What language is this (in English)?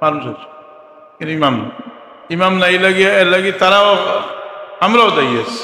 Sylheti